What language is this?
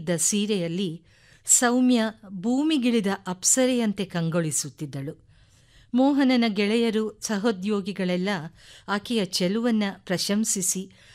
Kannada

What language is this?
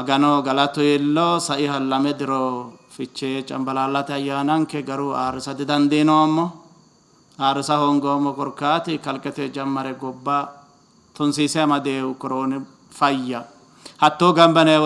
Sidamo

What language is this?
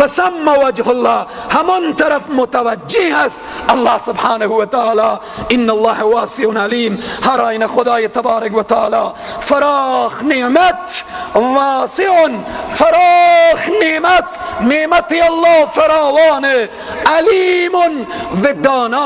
Persian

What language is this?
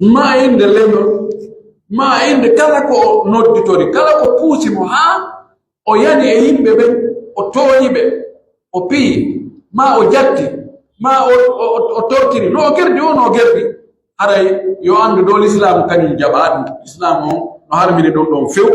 Pular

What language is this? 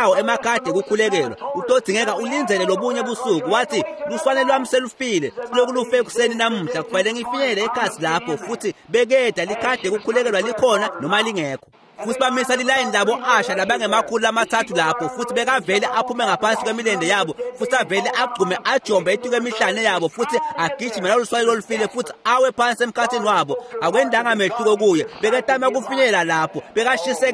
Swati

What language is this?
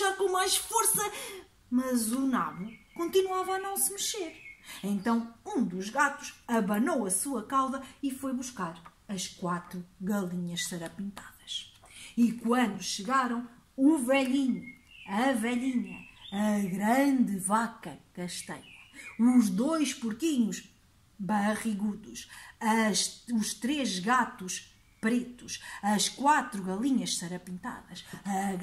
Portuguese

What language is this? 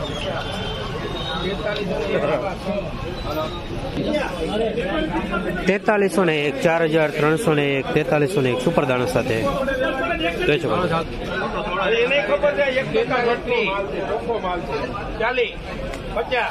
Gujarati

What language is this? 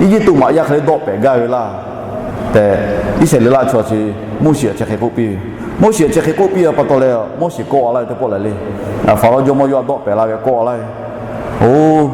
Lahu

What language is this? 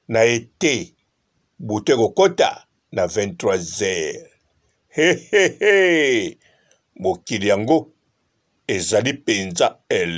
Lingala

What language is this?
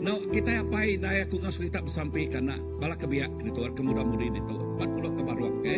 Iban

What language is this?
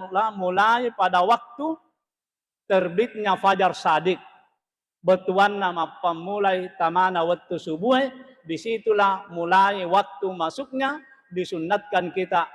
Buginese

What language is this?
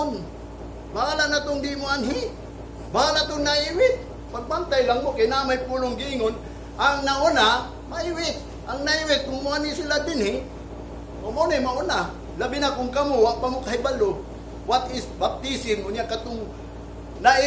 Cebuano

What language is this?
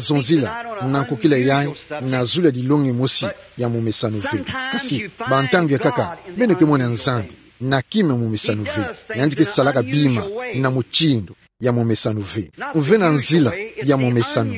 Kituba (Democratic Republic of Congo)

